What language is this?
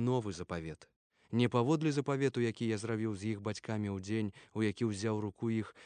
Belarusian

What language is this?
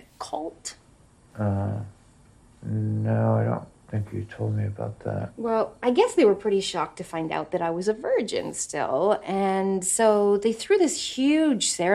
English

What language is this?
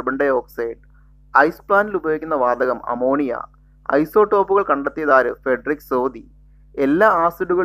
Malayalam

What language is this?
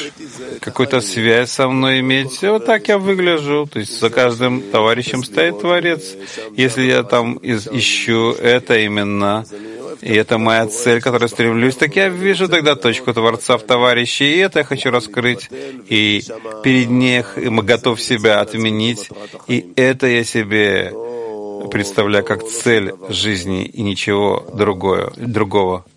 Russian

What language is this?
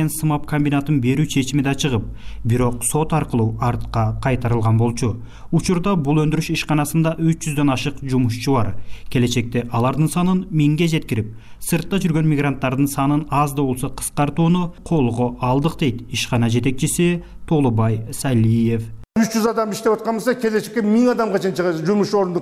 Kyrgyz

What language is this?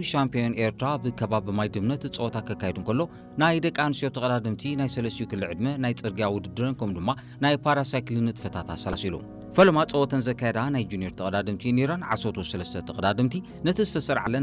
Tigrinya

